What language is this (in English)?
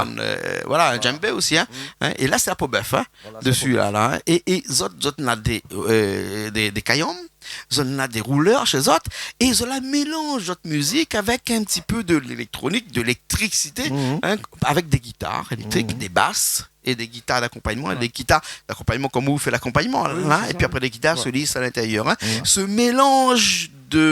Réunion Creole French